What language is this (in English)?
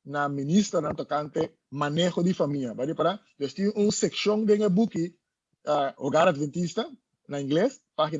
Papiamento